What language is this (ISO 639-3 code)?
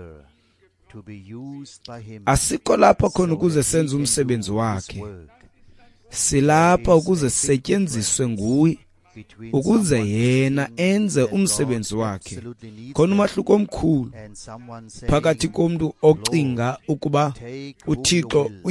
xho